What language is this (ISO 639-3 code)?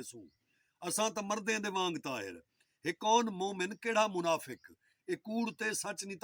skr